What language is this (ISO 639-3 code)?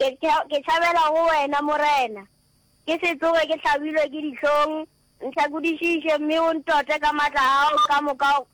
nso